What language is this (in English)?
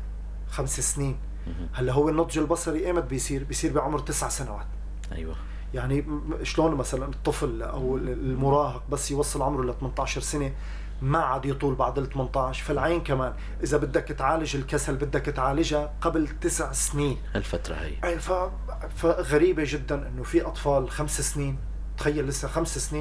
North Levantine Arabic